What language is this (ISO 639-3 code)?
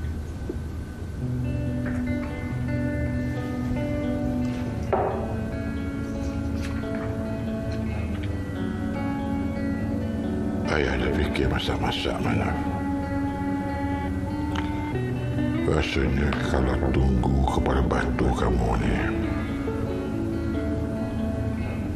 msa